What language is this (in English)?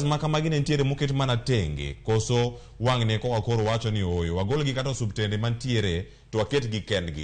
Luo (Kenya and Tanzania)